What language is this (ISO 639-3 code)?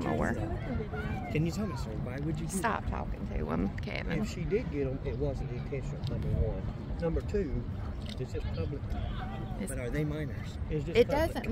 eng